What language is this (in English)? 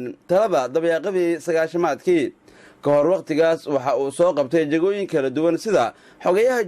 Somali